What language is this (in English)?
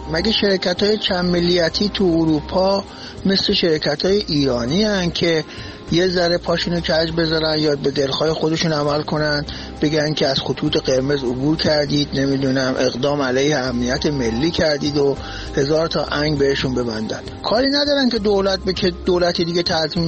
Persian